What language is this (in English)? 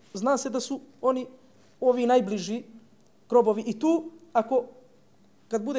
Bosnian